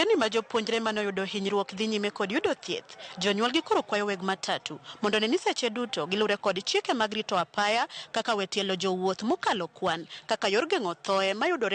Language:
Luo (Kenya and Tanzania)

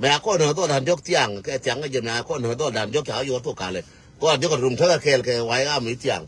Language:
Nuer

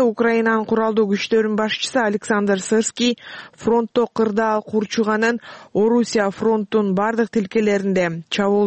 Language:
Kyrgyz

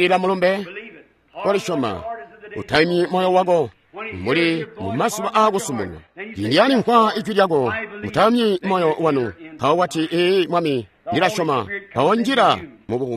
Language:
Tonga (Zambia)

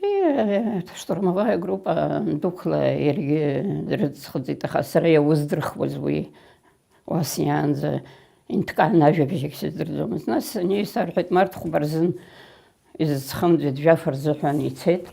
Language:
Abkhazian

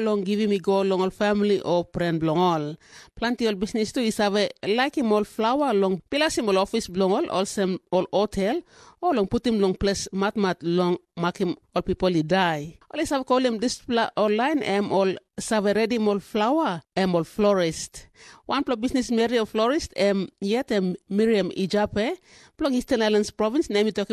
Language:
Tok Pisin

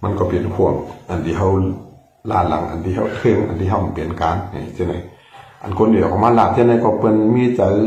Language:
Shan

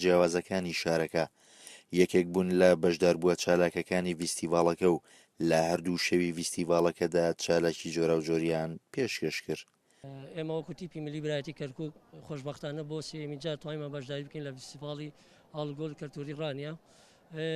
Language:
Central Kurdish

